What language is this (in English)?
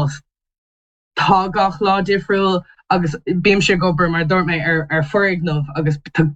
Irish